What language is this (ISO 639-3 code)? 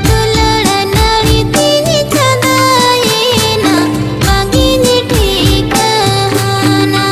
sat